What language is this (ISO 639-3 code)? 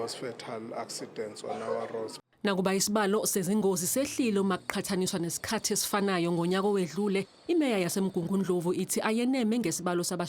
zul